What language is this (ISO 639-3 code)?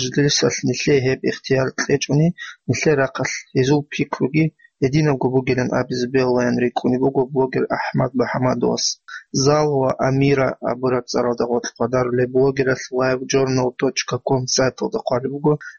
ava